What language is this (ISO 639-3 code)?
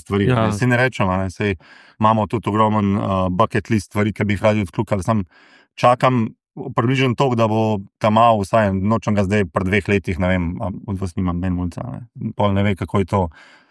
slv